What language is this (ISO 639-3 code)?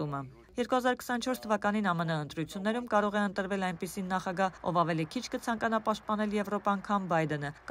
hye